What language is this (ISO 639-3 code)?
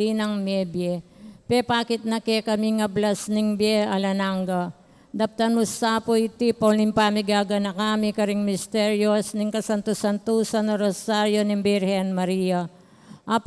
pam